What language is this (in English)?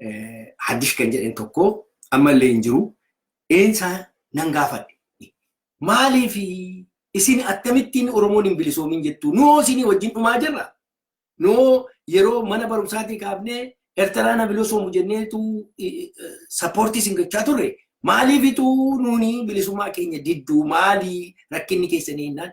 Oromo